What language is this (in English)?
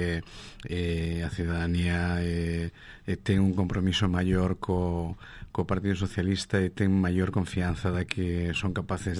Galician